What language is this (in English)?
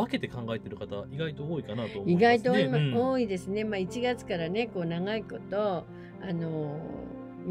Japanese